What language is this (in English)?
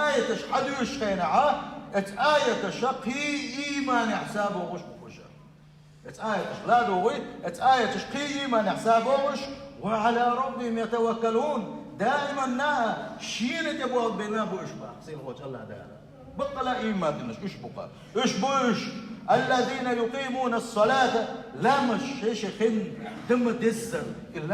Chechen